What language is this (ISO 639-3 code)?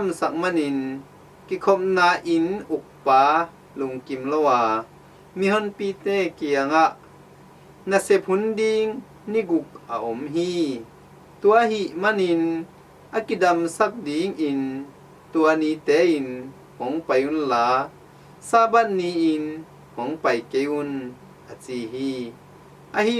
ctd